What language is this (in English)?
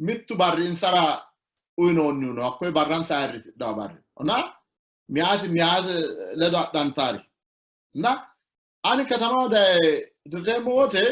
Sidamo